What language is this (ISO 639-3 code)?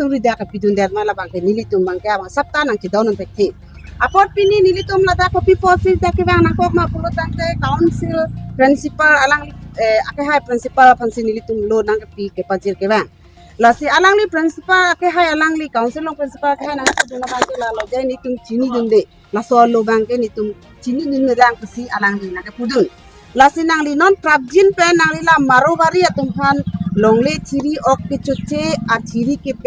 mjw